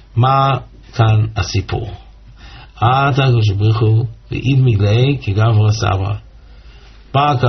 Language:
Hebrew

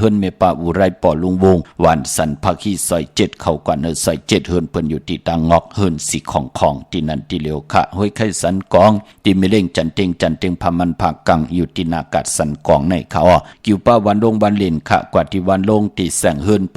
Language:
Shan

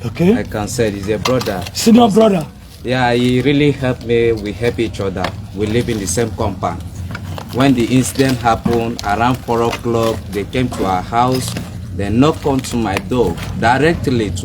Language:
Yoruba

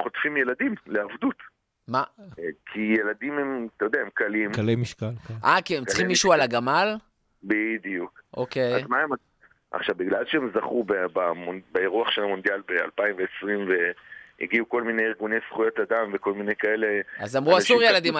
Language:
Hebrew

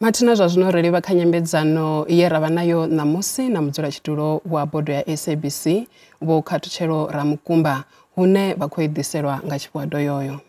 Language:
Venda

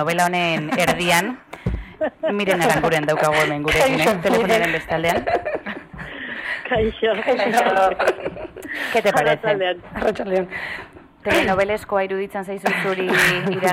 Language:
Basque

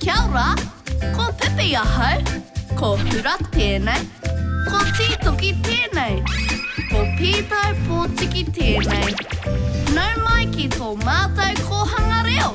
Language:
Māori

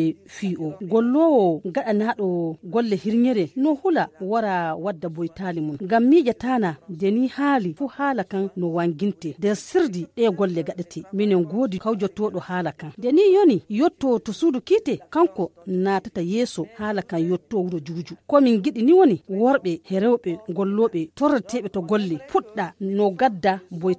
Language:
Nigerian Fulfulde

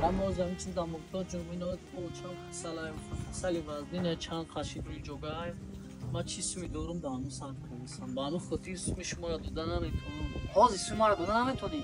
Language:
Tajik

